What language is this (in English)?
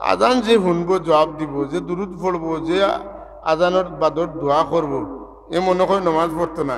Sylheti